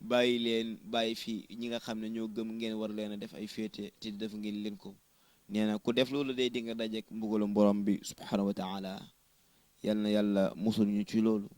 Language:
Wolof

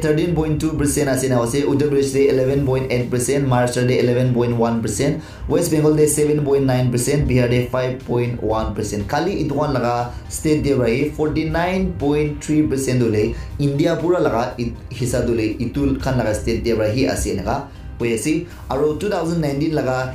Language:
Naga Pidgin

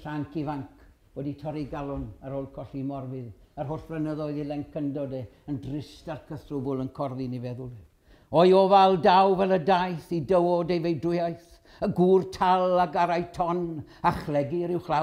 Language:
Welsh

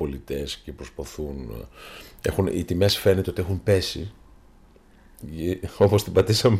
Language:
Greek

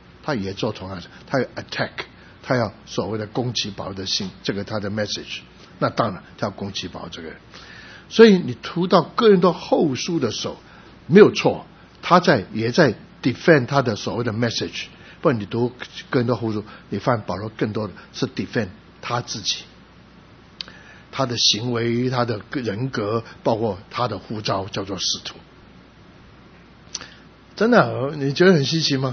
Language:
Chinese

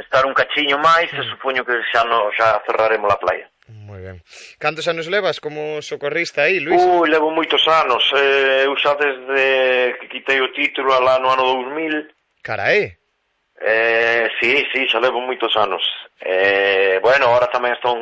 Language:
Galician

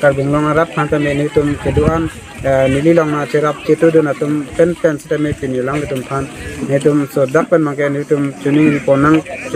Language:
Karbi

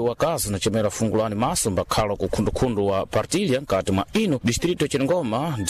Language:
Sena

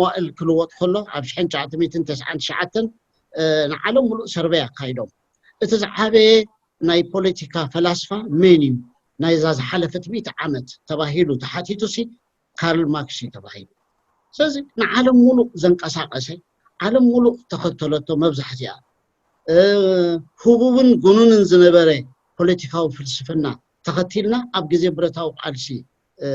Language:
Tigrinya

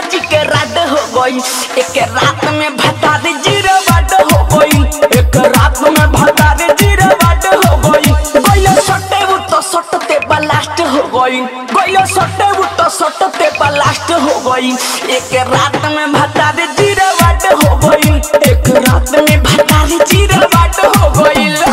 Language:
Bhojpuri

